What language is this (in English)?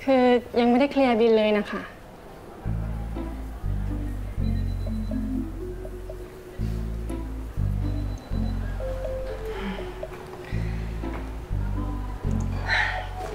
Thai